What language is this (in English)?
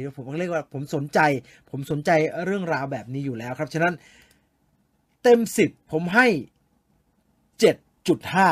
Thai